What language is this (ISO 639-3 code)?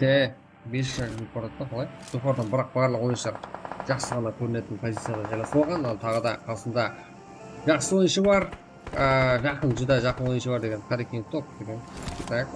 kaa